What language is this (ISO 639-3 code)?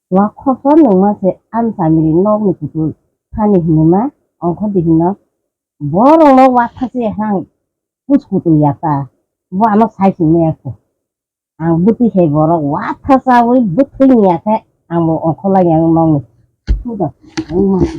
trp